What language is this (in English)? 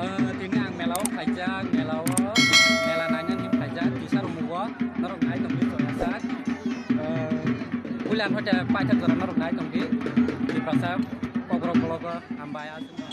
Kok Borok